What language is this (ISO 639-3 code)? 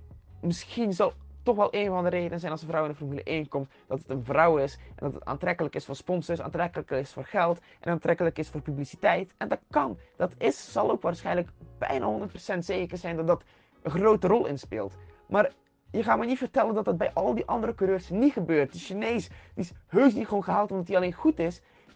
nld